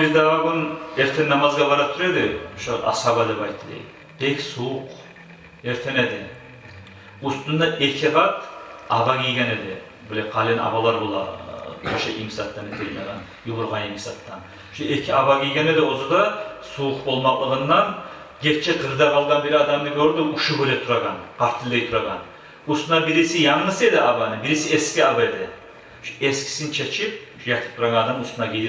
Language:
Kumyk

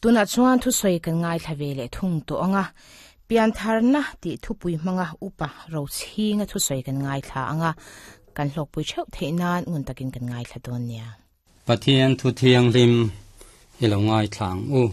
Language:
Mizo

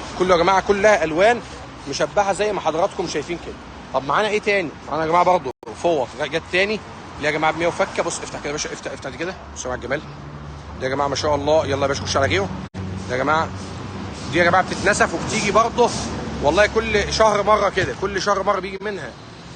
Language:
Egyptian Arabic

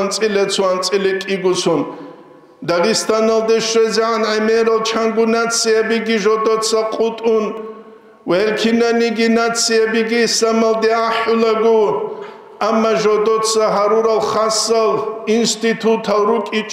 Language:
Avaric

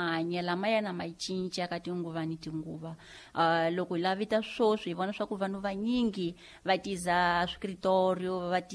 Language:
Tsonga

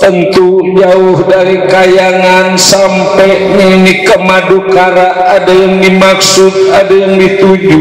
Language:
Betawi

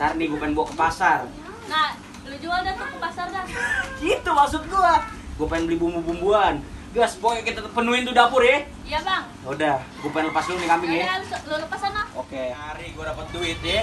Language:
Betawi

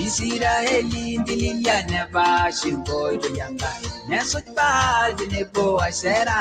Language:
Masai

